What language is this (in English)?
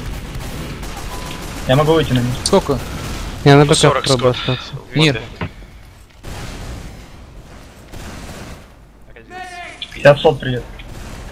Russian